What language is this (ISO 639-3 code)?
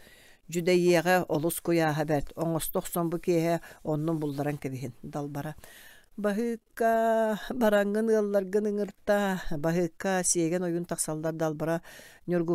sah